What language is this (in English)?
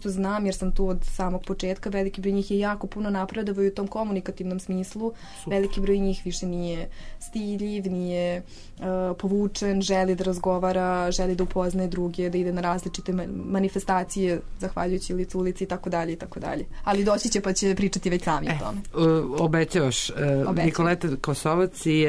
Serbian